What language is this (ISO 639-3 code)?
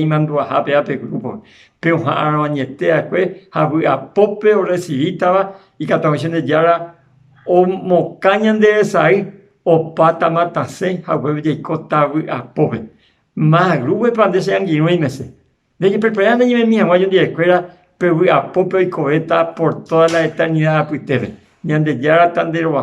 grn